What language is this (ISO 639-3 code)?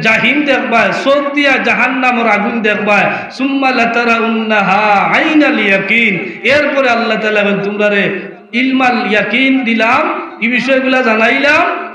syl